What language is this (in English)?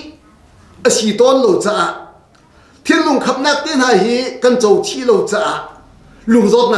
Hakha Chin